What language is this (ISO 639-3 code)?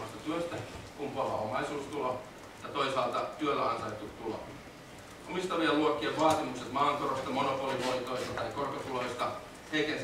fin